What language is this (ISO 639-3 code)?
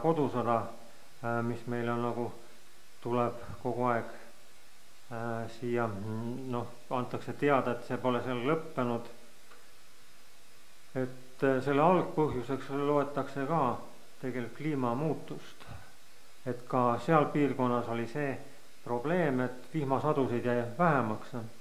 est